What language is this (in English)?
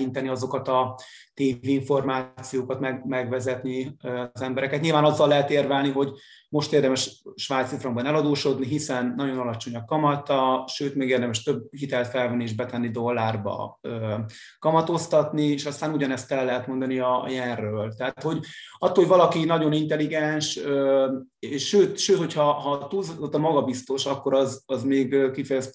Hungarian